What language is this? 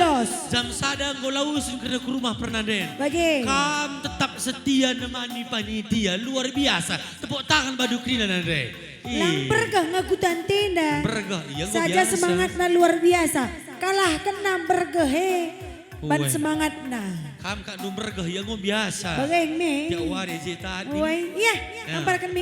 Batak Karo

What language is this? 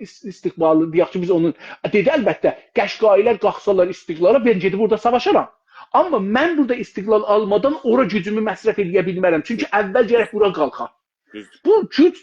South Azerbaijani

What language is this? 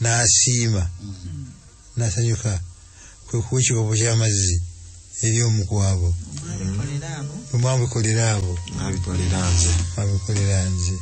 Ganda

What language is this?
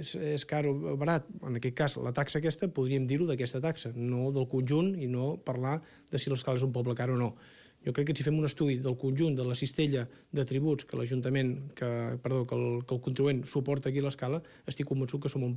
Catalan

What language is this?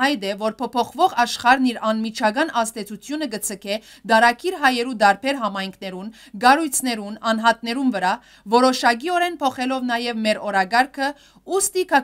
Western Armenian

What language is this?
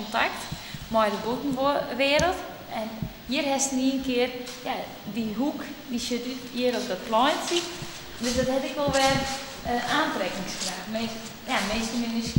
Western Frisian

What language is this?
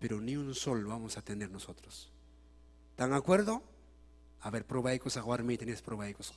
Ayacucho Quechua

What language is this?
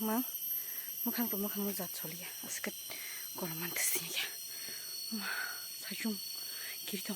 Kok Borok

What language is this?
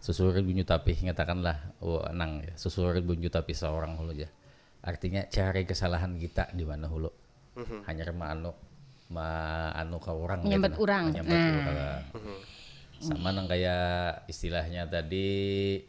Banjar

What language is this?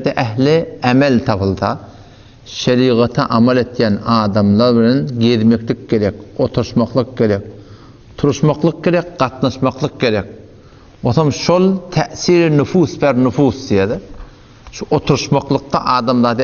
Turkmen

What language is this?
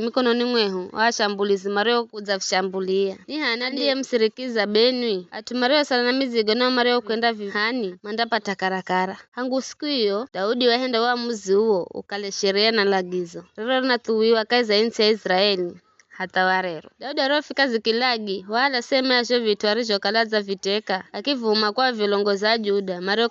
Giryama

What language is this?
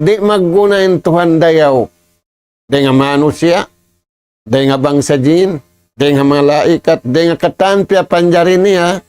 Tausug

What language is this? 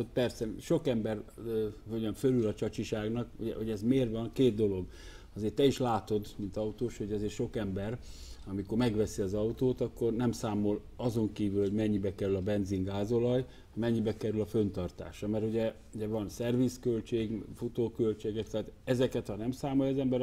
Hungarian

